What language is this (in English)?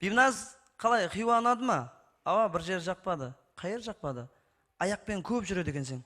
Kara-Kalpak